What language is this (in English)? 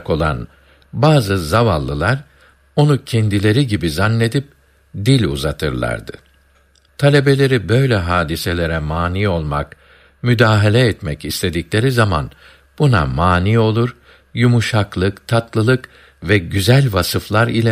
Turkish